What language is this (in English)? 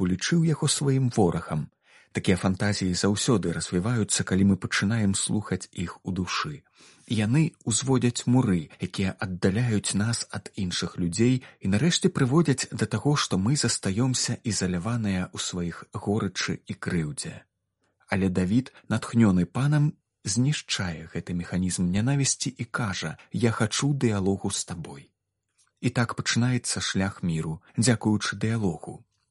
Belarusian